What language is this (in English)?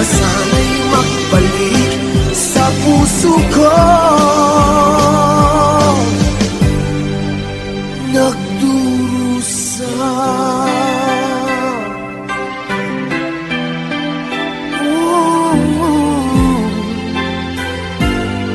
Filipino